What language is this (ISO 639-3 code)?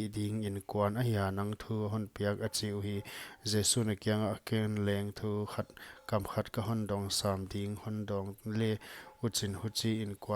pck